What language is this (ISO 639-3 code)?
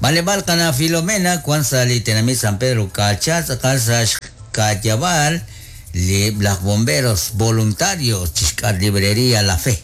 kek